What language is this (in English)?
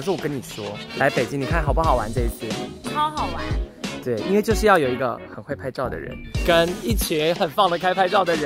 Chinese